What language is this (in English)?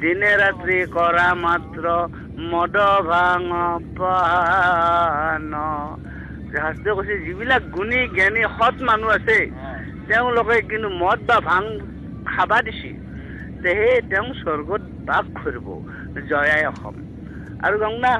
Assamese